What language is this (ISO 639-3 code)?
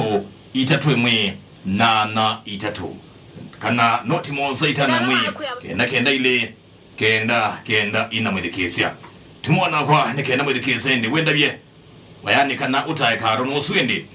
kam